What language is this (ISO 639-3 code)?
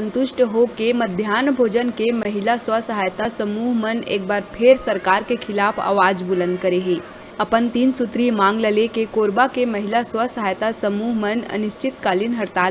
hne